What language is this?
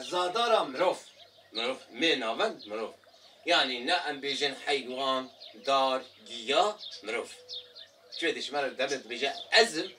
Kurdish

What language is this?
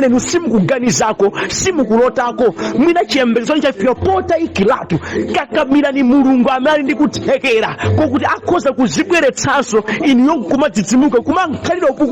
Nyanja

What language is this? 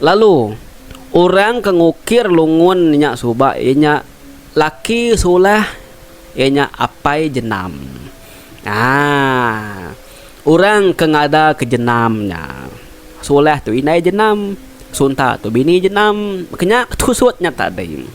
Iban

